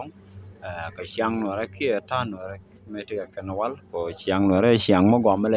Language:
Nuer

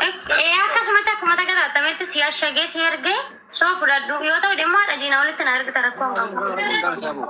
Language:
Oromo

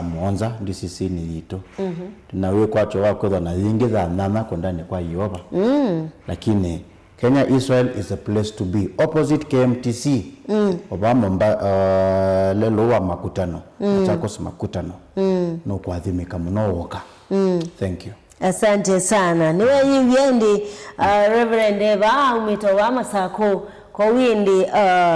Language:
Kamba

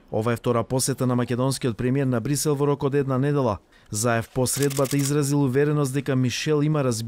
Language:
Macedonian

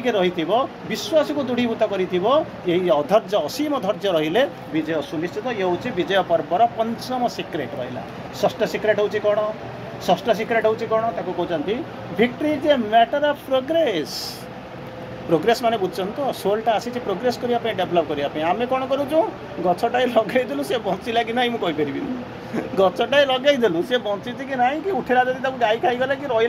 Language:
Odia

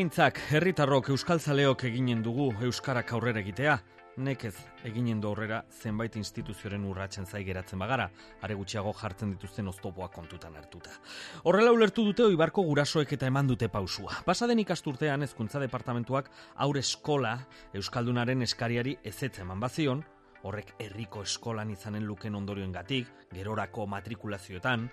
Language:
Basque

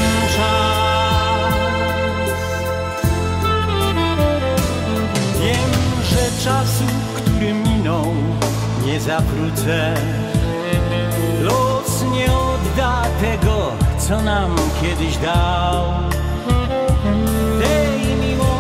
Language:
Polish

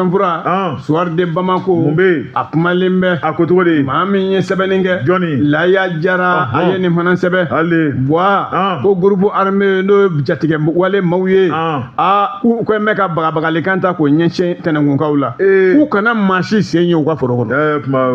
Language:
Bambara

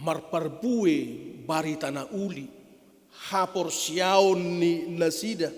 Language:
Batak Toba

